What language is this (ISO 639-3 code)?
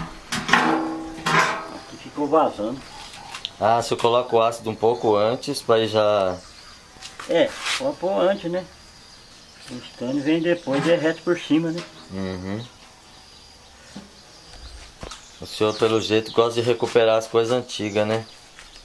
por